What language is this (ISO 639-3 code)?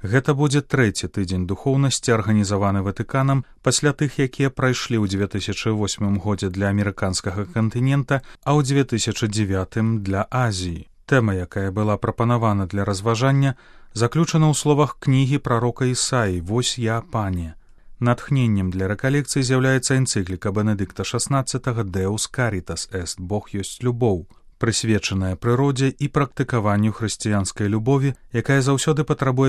bel